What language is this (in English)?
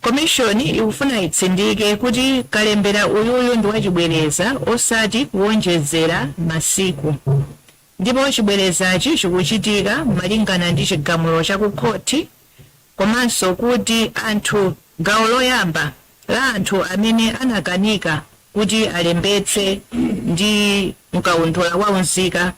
Nyanja